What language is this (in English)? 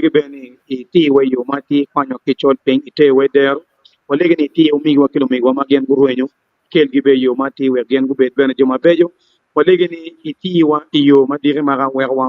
Acoli